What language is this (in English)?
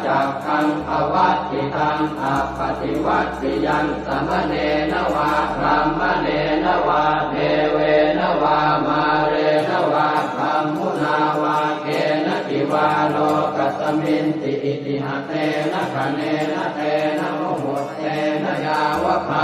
Pali